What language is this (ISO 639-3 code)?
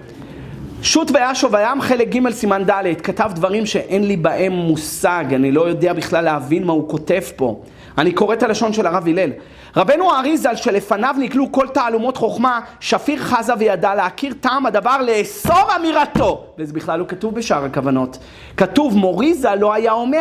heb